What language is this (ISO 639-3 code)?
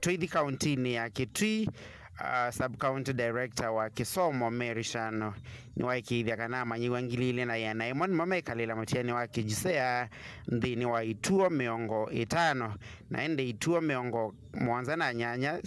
kam